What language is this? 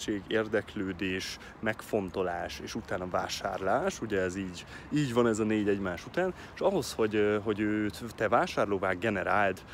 Hungarian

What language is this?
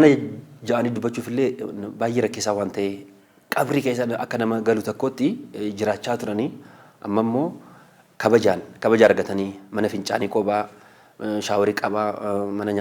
Oromo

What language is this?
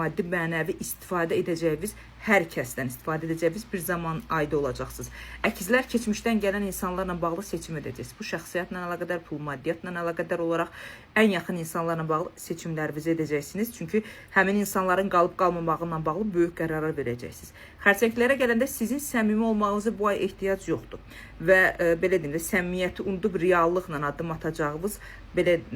Azerbaijani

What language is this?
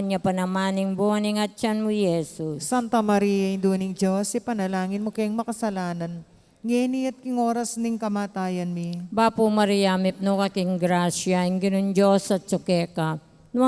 Pampanga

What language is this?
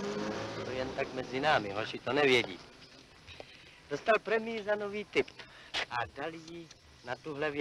Czech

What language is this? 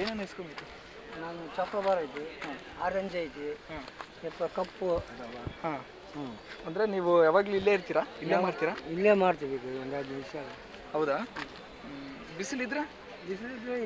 Kannada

